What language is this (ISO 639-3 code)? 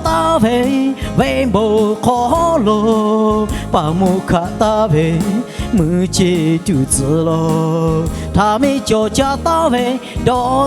lhu